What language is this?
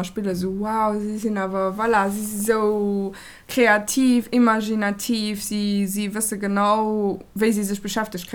Luxembourgish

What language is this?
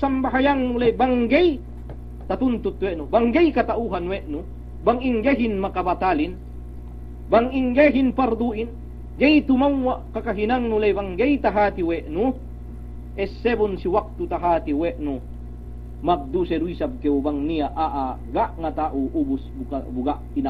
Yakan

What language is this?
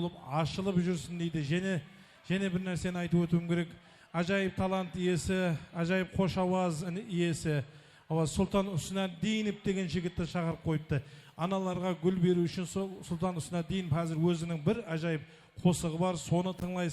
Kara-Kalpak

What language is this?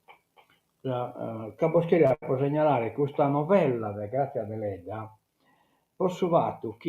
Sardinian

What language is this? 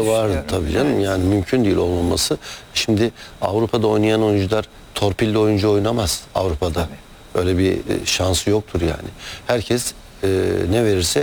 Turkish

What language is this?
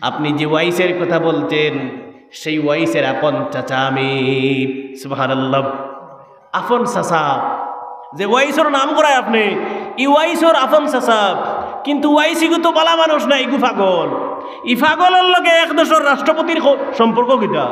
Sylheti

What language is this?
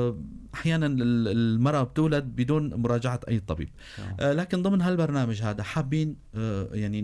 North Levantine Arabic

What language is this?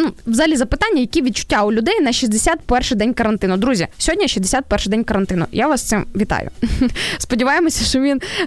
Ukrainian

